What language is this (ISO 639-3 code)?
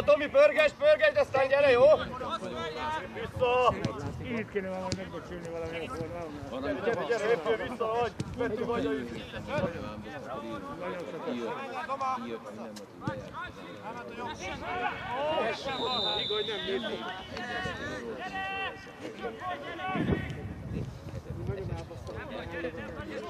hun